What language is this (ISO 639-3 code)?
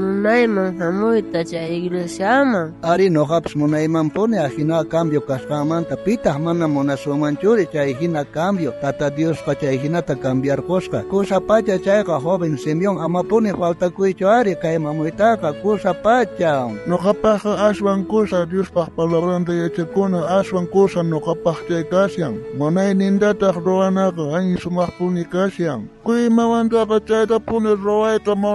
quh